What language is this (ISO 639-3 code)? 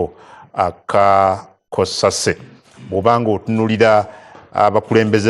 lug